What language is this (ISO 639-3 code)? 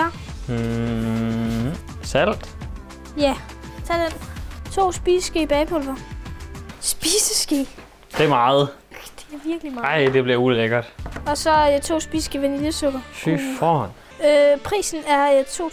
dan